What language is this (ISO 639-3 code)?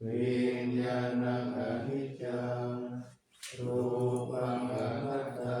pli